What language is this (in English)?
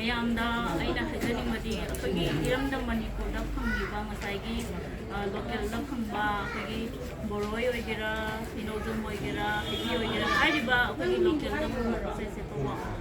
Manipuri